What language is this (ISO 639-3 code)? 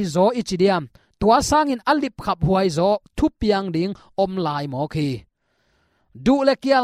ctd